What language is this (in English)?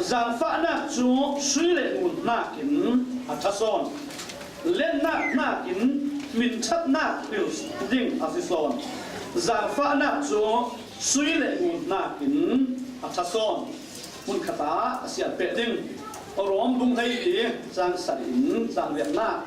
Falam Chin